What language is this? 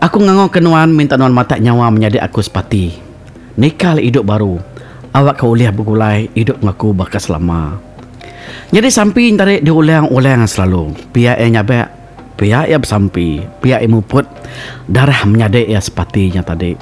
Iban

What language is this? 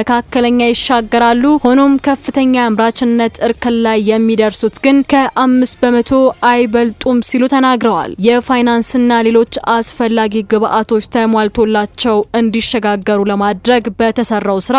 Amharic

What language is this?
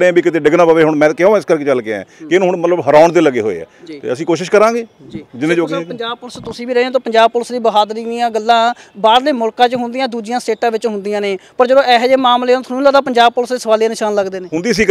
Punjabi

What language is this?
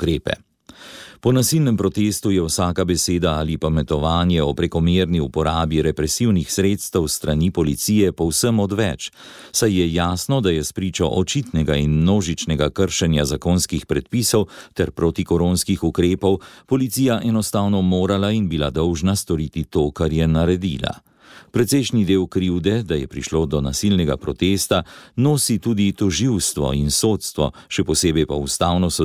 Slovenian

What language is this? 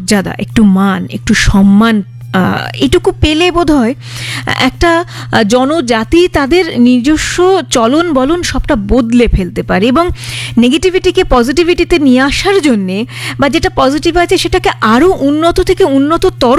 Bangla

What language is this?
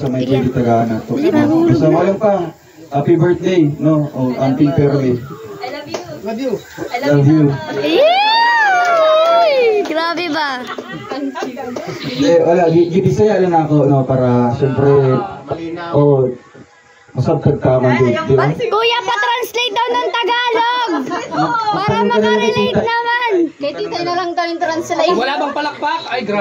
Filipino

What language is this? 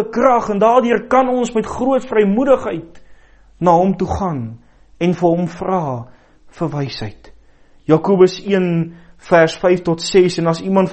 Afrikaans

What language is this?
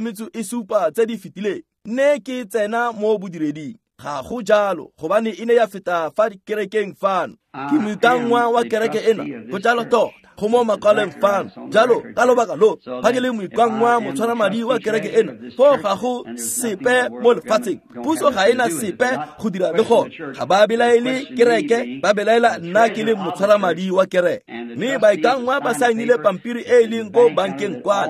Tswana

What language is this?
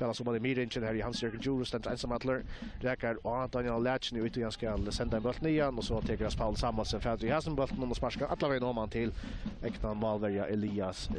Faroese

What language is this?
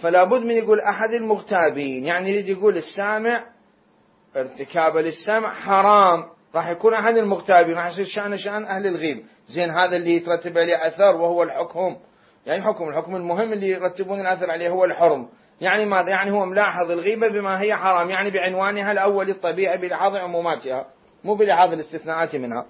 Mesopotamian Arabic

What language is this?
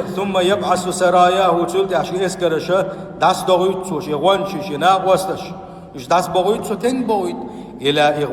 Chechen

